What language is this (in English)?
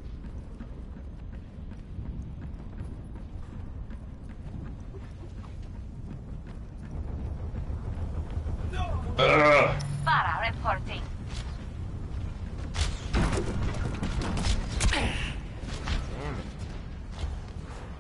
English